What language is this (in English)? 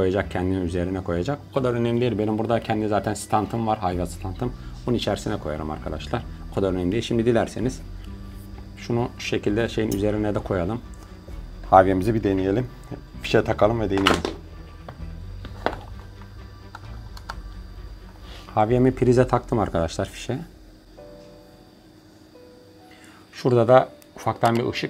Turkish